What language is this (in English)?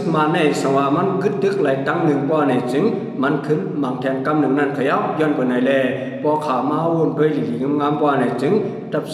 Shan